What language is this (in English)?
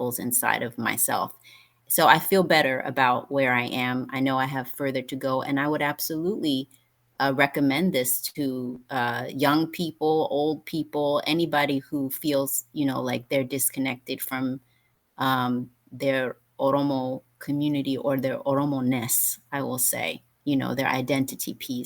English